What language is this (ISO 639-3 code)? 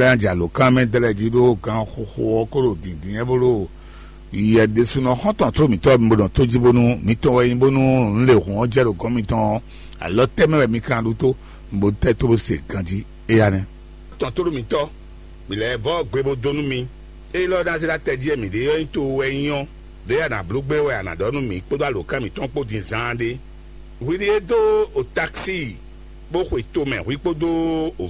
fon